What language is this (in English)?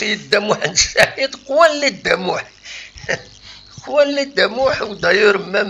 Kabyle